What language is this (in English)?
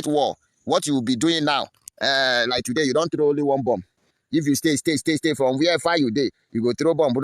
Nigerian Pidgin